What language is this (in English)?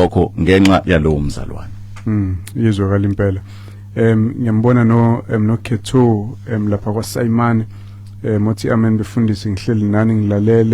Zulu